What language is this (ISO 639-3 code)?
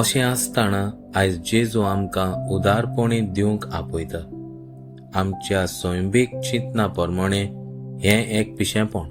kok